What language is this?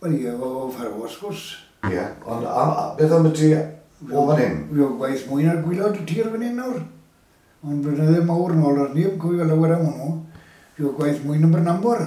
Welsh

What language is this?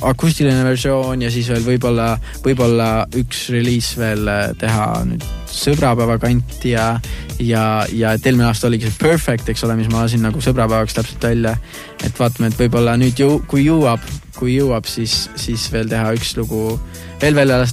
Estonian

